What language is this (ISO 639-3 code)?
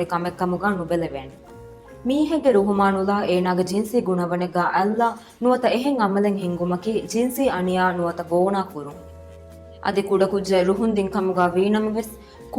div